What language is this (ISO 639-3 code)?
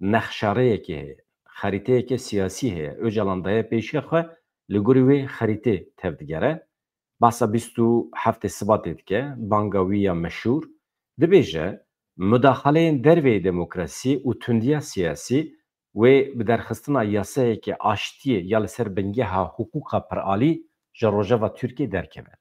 kur